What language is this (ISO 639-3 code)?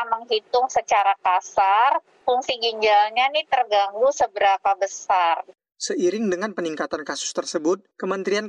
ind